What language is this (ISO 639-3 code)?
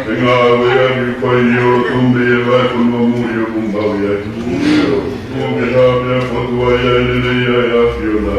ton